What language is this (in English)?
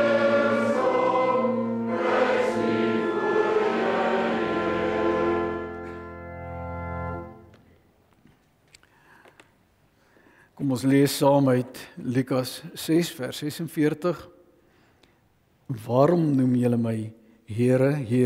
Afrikaans